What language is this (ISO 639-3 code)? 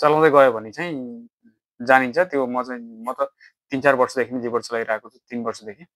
nep